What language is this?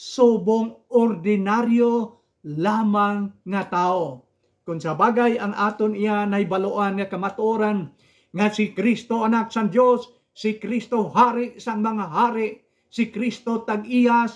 Hiligaynon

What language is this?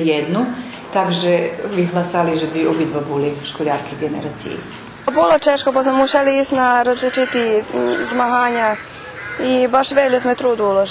Rusyn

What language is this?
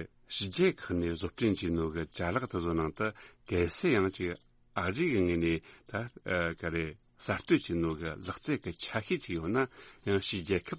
Tibetan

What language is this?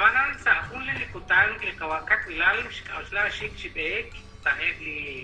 Kekchí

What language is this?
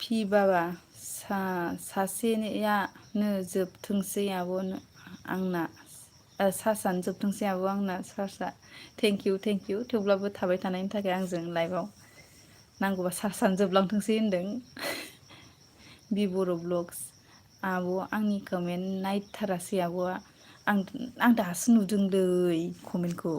Bodo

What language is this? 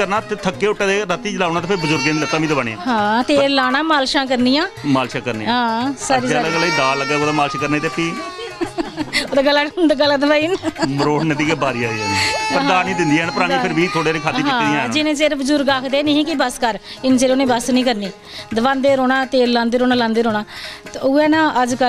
Dogri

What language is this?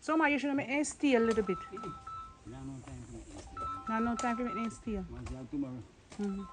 Jamaican Creole English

